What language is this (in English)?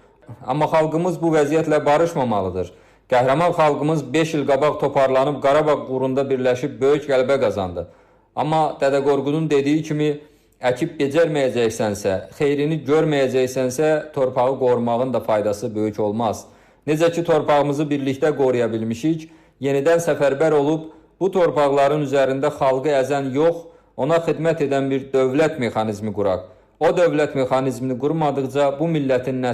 Azerbaijani